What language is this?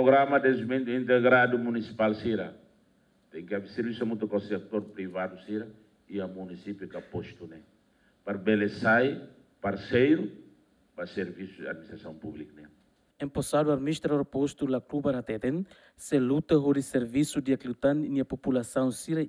Tetum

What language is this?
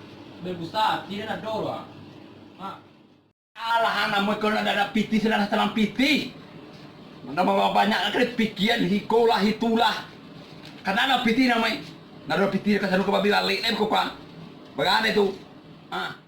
Minangkabau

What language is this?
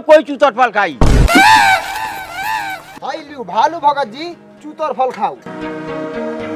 Bhojpuri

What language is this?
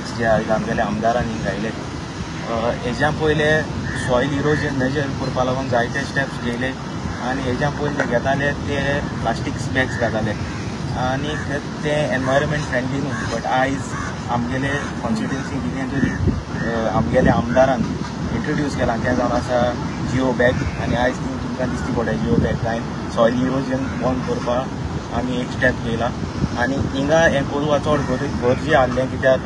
Konkani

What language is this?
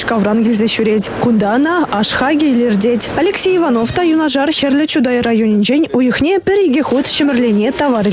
Chuvash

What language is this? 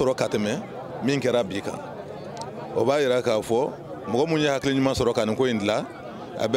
Bambara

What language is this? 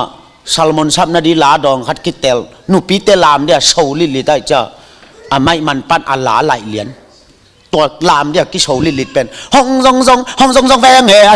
Tedim Chin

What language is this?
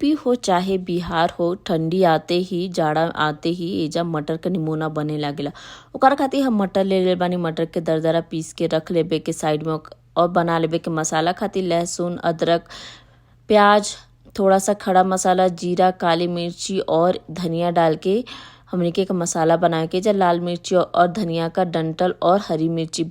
Bhojpuri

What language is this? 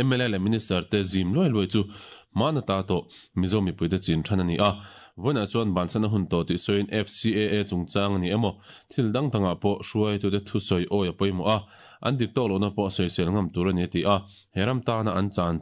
Mizo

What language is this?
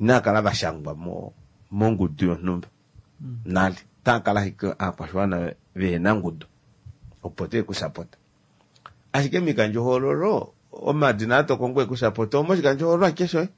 Kuanyama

